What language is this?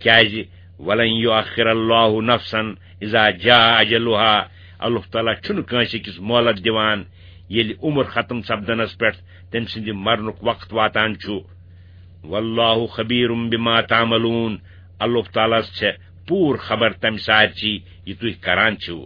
Kashmiri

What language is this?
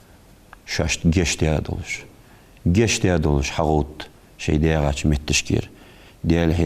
Ingush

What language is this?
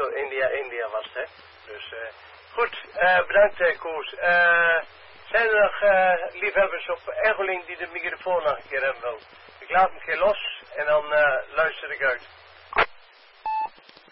Dutch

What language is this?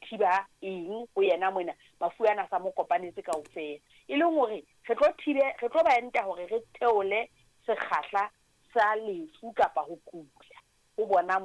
Southern Sotho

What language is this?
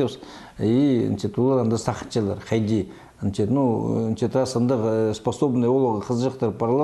Khakas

